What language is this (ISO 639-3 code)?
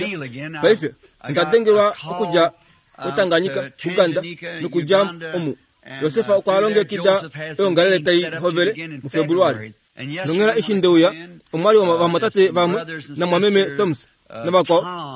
kua